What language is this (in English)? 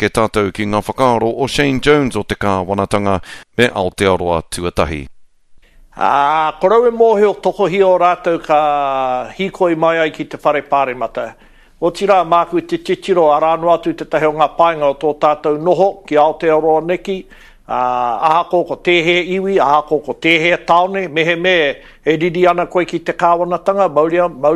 Māori